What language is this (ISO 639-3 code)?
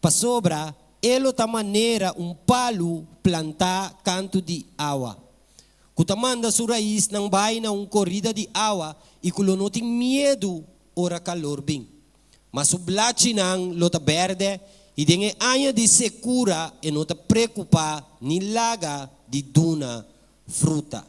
pap